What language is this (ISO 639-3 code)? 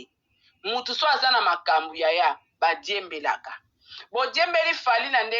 lin